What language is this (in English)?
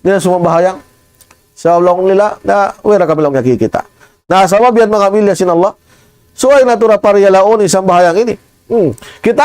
Tausug